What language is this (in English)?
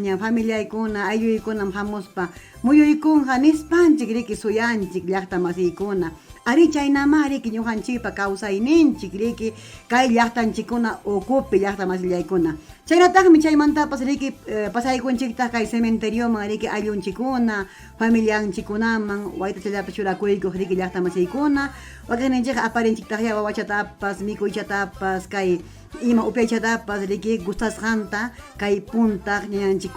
Ayacucho Quechua